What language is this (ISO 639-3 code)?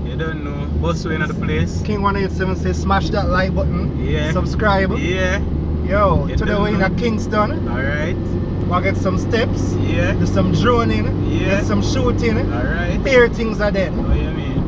jam